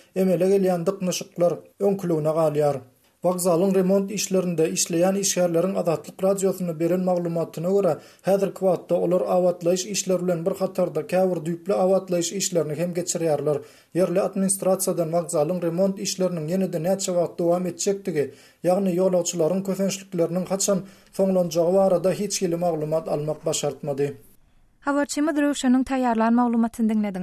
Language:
Turkmen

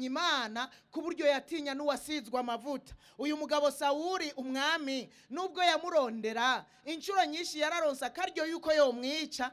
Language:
Rundi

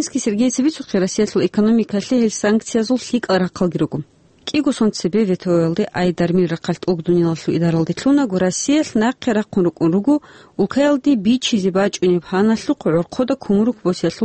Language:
Avaric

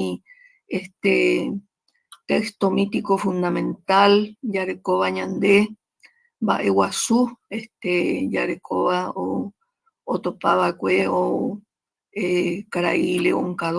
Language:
Guarani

